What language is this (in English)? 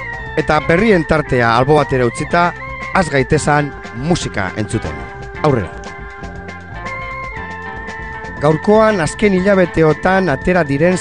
Basque